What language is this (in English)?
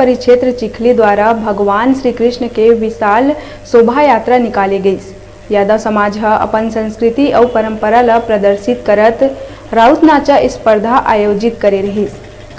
Chhattisgarhi